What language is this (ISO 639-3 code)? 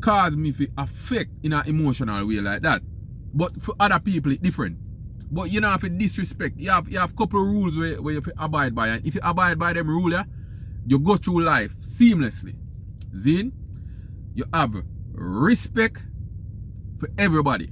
jam